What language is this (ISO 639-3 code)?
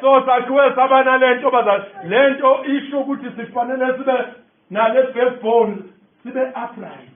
zul